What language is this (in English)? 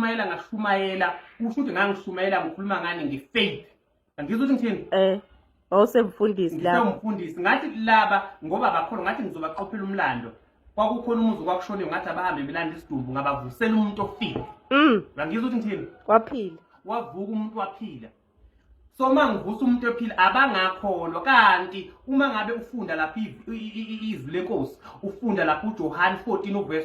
Zulu